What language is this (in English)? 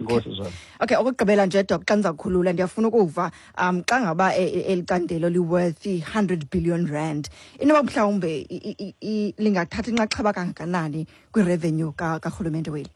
Xhosa